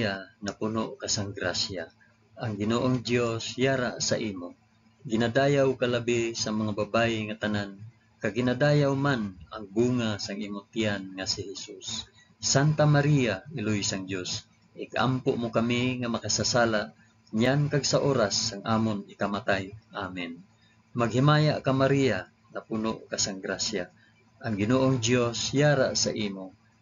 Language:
Hiligaynon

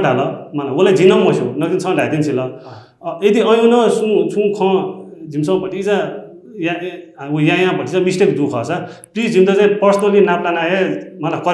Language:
Newari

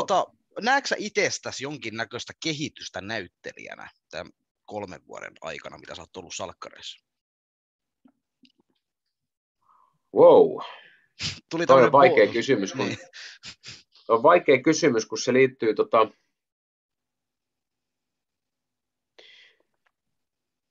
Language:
Finnish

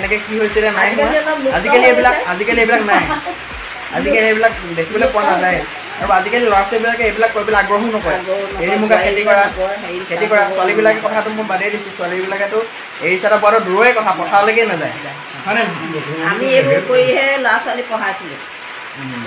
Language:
Assamese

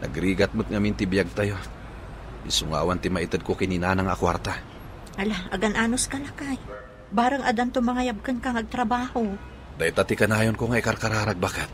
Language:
Iloko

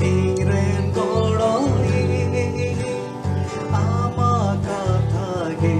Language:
Santali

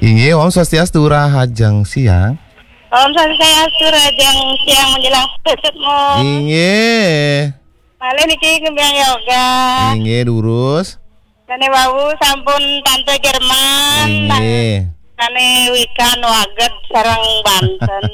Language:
Balinese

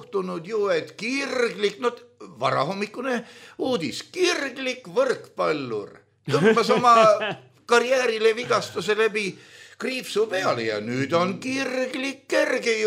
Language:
Estonian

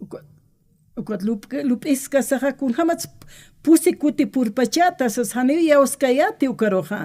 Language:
Aymara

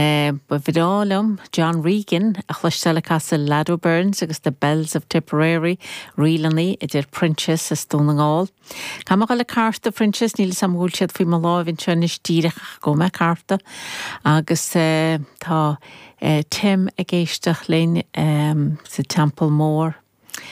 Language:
Irish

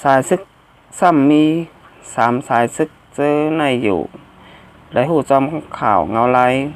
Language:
Shan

